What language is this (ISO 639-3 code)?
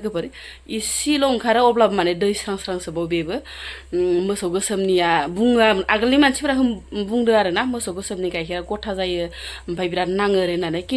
brx